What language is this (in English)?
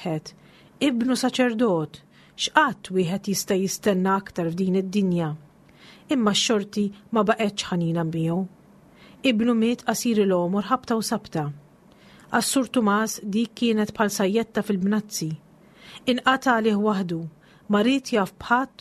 Maltese